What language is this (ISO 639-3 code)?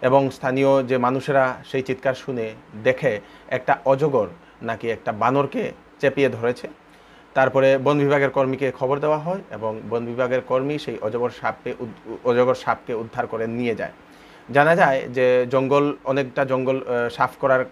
ben